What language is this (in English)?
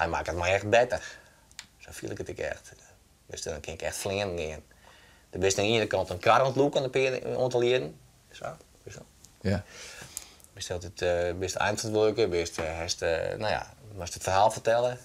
Western Frisian